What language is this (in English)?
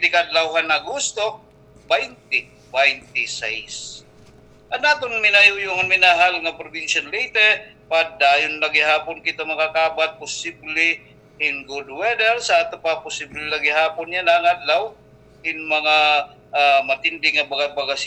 Waray